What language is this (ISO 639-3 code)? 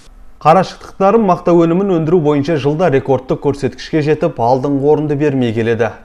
kaz